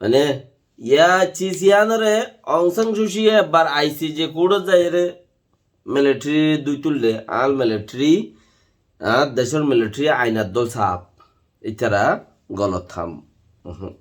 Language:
Rohingya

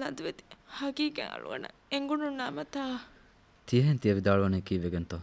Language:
Divehi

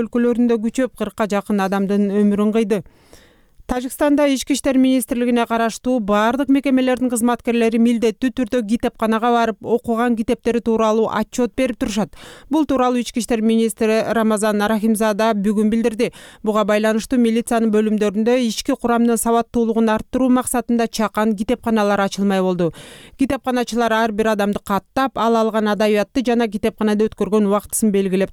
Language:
Kyrgyz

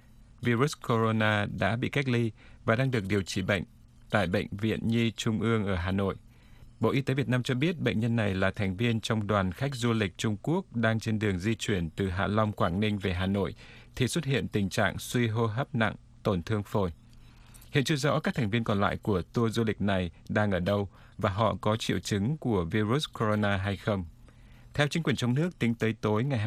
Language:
Vietnamese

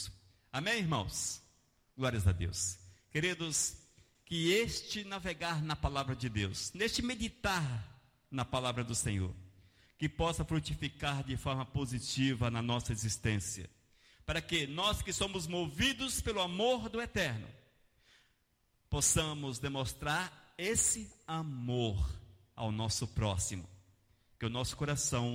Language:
Portuguese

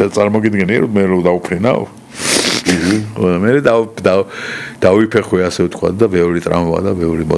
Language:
Georgian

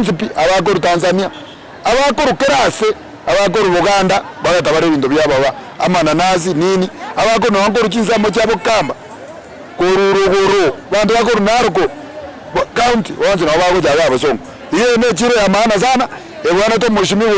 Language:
Gusii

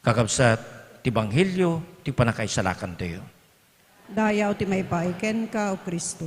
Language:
Iloko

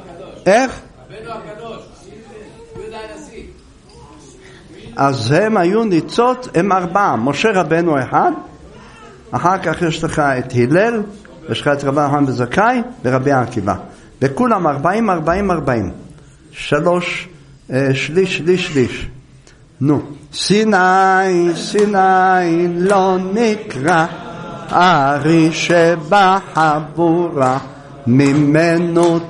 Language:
Hebrew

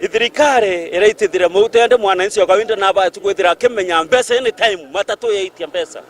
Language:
Meru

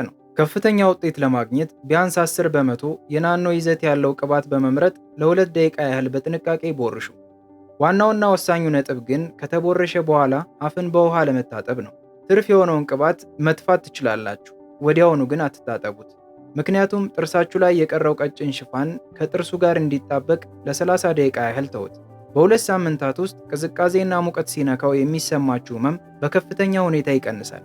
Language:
Amharic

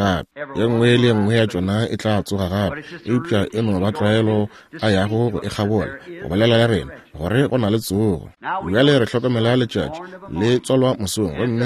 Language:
Northern Sotho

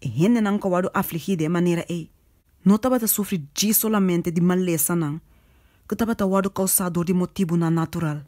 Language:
Papiamento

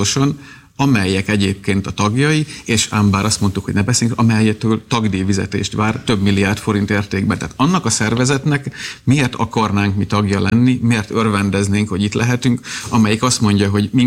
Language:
Hungarian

